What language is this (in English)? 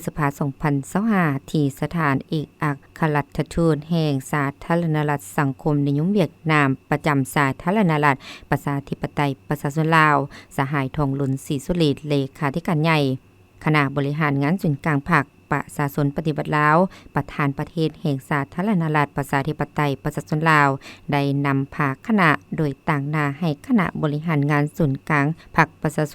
Lao